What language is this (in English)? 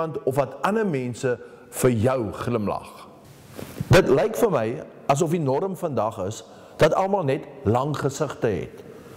Afrikaans